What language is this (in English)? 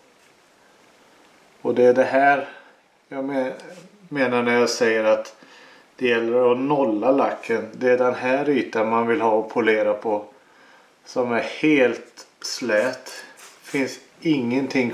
Swedish